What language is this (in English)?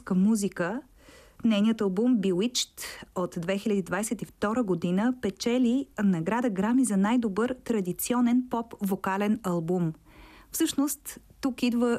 Bulgarian